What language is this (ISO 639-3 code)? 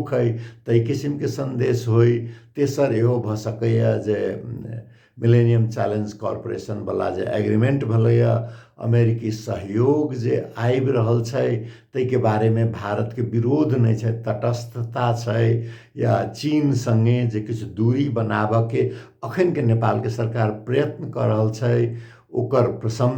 mai